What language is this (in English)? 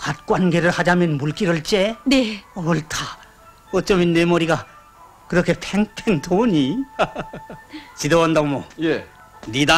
Korean